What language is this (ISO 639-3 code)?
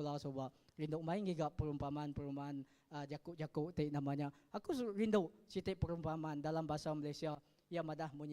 iba